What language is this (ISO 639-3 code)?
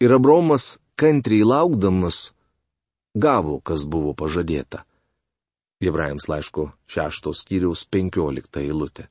lit